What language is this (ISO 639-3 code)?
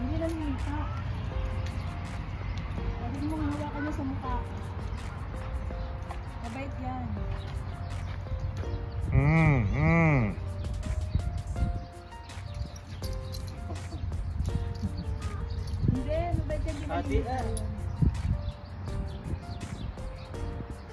fil